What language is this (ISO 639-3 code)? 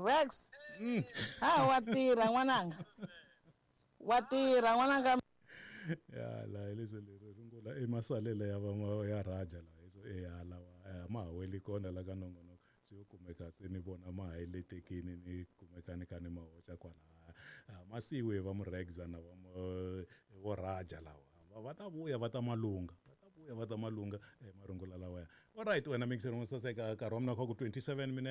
tso